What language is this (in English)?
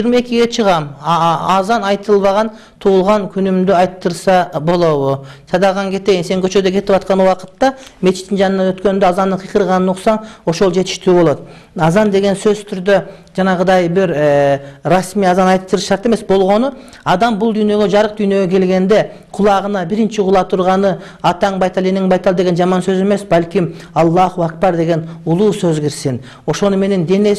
Kyrgyz